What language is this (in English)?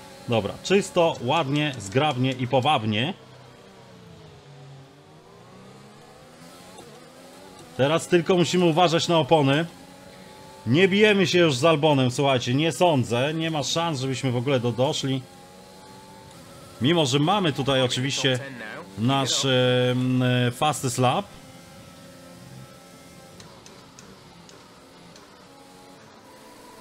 Polish